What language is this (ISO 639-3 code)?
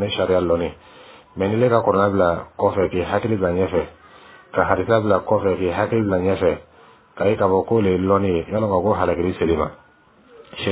dyu